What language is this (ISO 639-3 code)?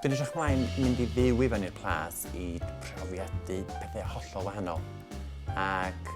cym